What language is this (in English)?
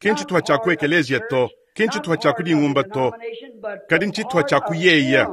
Luba-Lulua